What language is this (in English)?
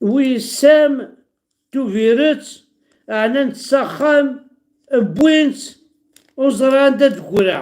Kabyle